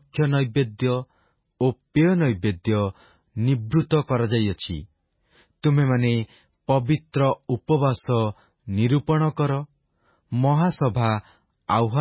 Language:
Odia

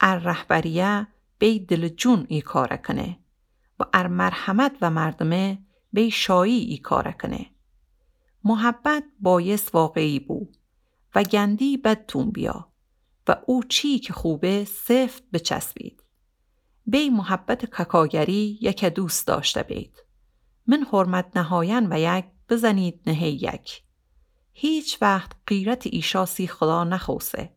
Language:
Gilaki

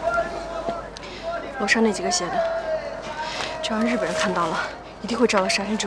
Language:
Chinese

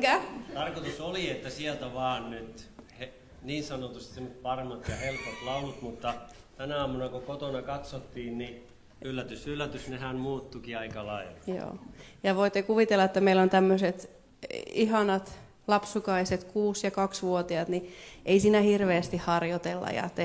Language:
Finnish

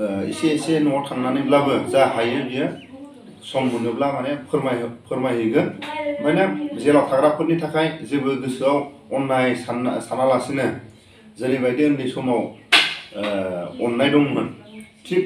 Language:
Bodo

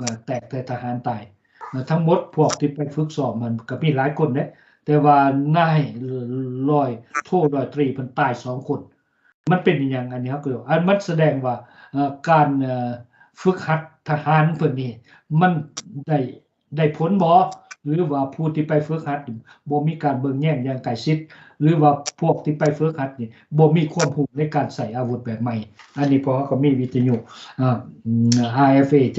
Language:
Lao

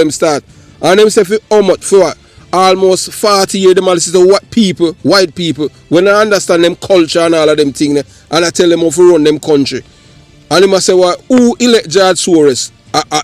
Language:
Jamaican Creole English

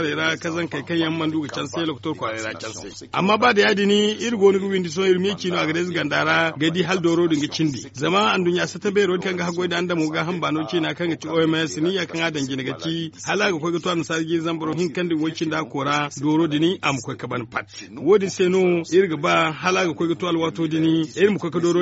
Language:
Zarma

